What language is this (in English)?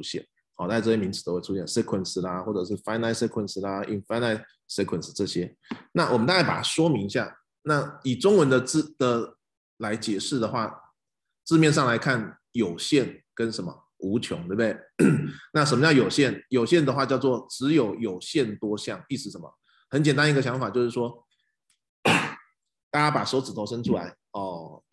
Chinese